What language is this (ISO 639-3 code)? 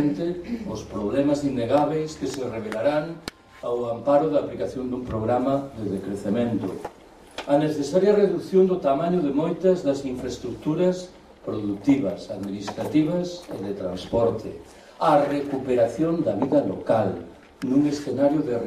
glg